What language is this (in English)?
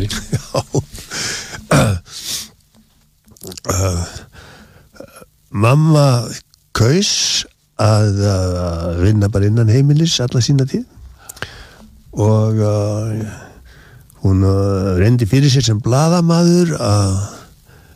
Icelandic